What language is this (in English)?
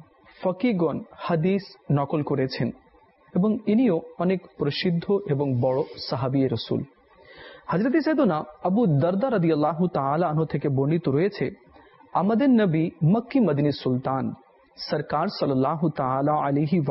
Bangla